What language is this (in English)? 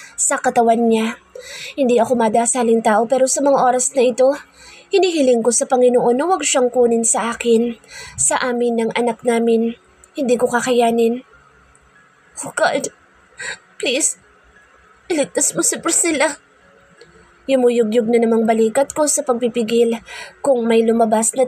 Filipino